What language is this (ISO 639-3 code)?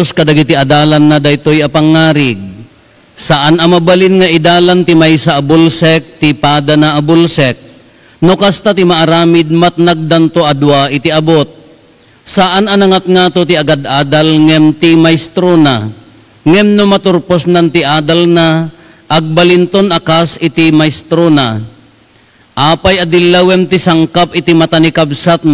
ilo